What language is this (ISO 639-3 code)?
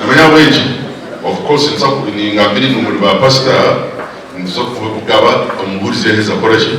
nyn